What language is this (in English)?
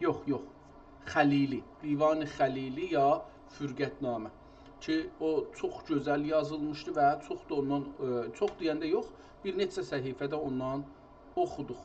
South Azerbaijani